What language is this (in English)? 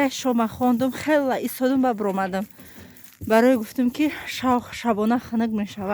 Tajik